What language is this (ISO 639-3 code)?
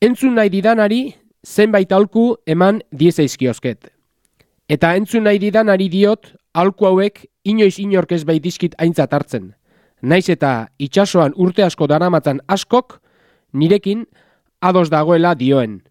eus